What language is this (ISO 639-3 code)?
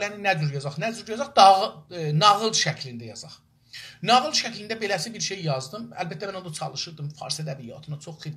azb